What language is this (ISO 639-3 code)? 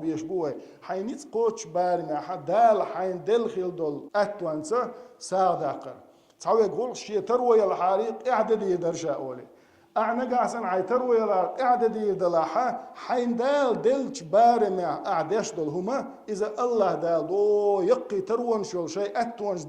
che